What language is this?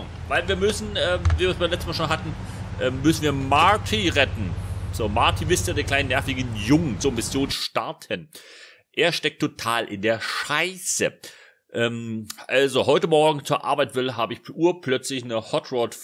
German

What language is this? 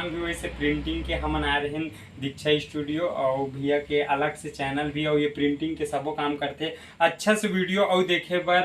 Chhattisgarhi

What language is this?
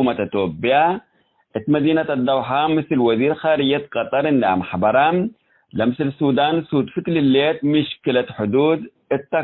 Tigre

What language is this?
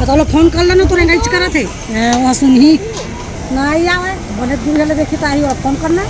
Chhattisgarhi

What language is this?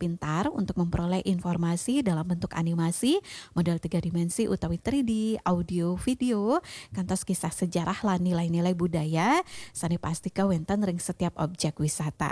Balinese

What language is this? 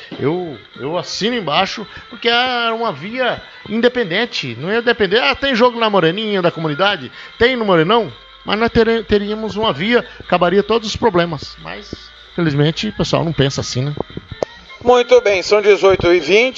Portuguese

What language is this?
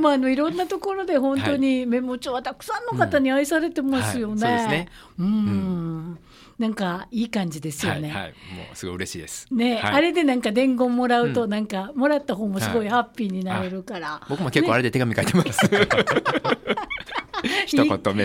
Japanese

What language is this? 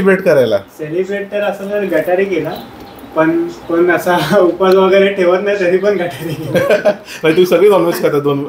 Marathi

